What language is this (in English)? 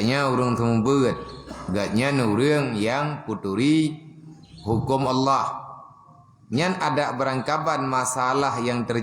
Achinese